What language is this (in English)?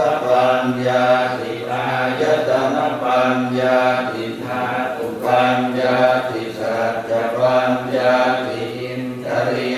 Pali